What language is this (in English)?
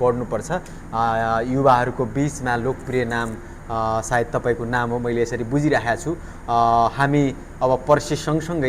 Nepali